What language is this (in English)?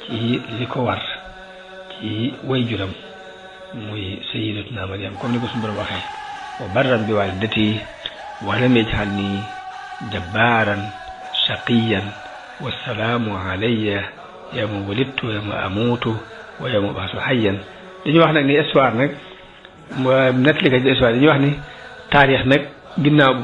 Wolof